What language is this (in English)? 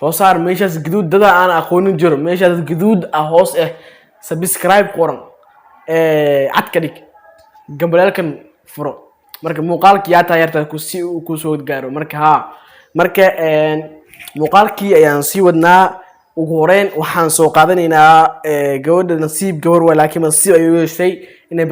Somali